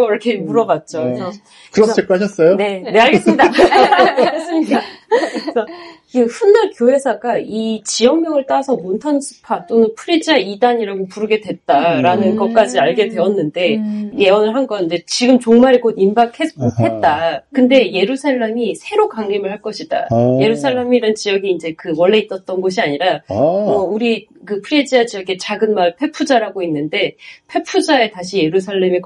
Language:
Korean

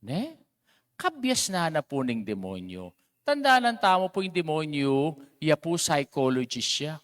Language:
Pampanga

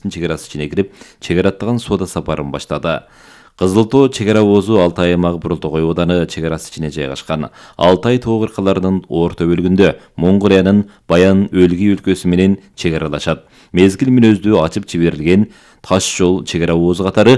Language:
Kyrgyz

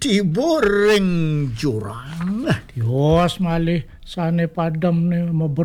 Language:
Balinese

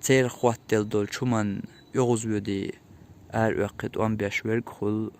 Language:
Chechen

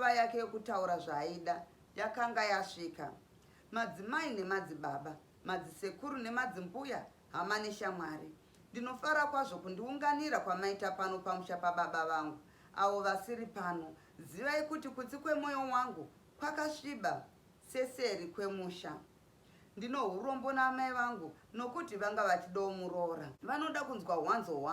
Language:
Shona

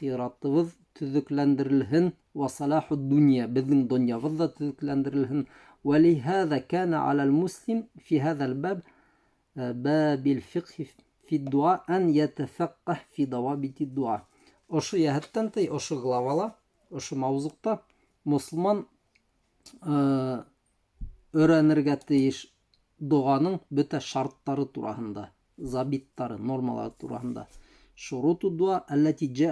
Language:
Bashkir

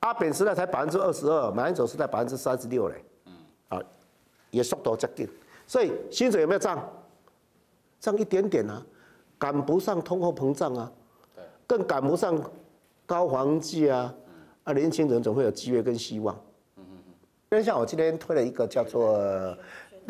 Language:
Chinese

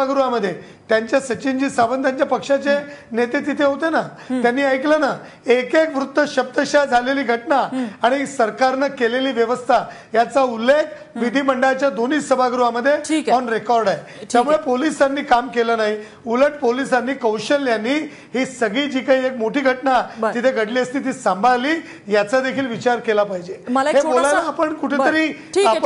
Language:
Marathi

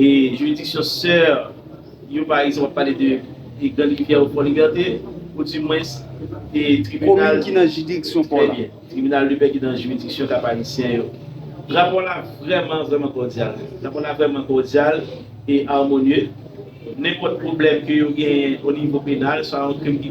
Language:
Haitian Creole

